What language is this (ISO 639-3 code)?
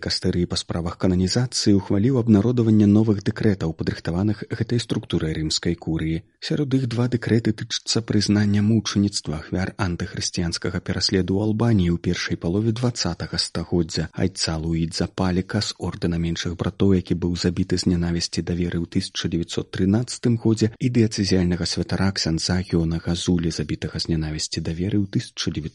bel